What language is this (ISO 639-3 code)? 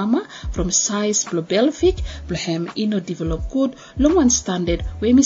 bis